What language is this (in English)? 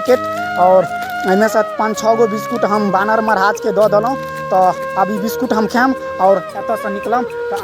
Maithili